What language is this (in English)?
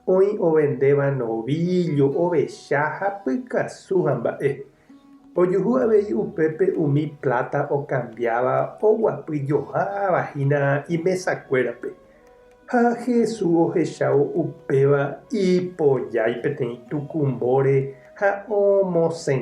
Guarani